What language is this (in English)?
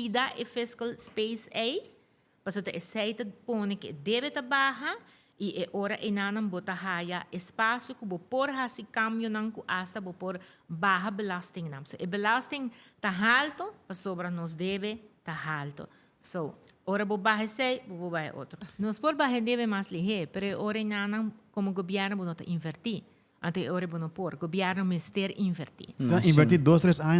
Papiamento